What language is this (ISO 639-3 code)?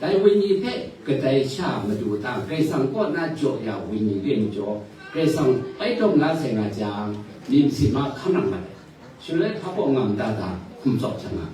kac